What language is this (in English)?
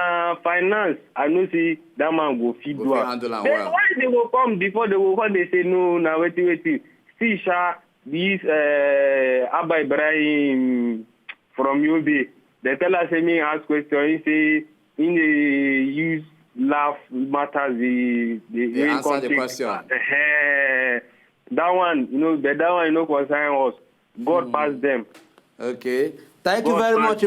Nigerian Pidgin